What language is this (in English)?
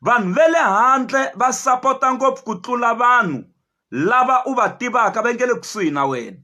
Tsonga